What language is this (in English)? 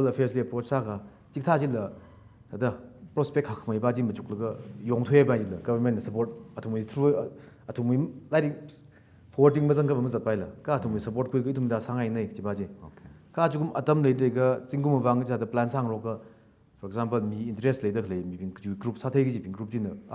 Tangkhul Naga (India)